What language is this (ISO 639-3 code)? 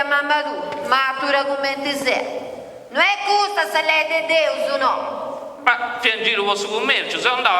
srd